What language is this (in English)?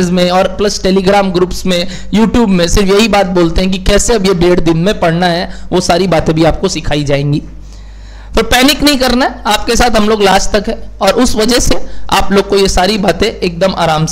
Hindi